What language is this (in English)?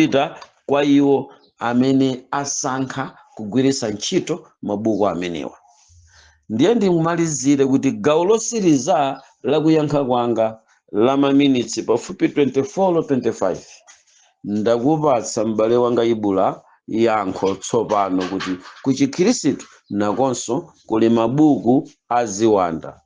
Nyanja